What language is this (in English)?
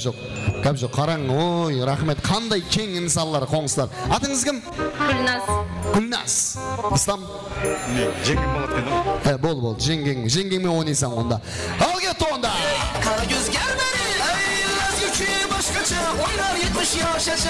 Kara-Kalpak